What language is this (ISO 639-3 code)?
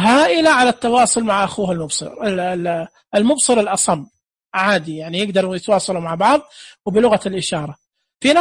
ars